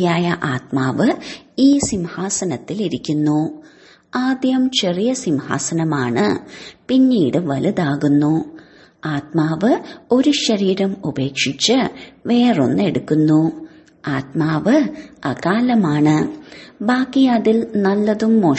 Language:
Malayalam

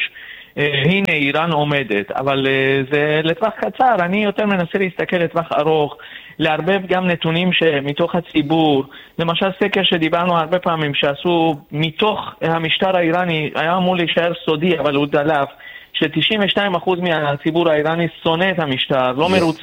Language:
Hebrew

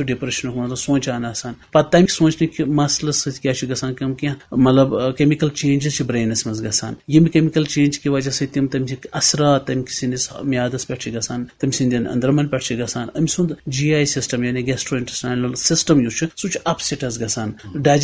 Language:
Kashmiri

